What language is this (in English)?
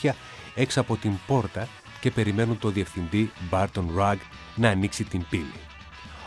Greek